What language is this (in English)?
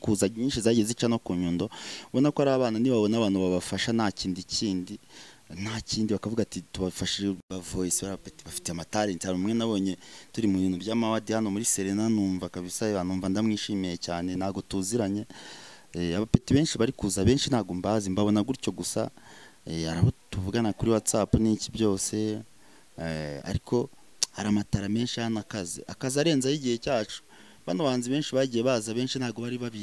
Kinyarwanda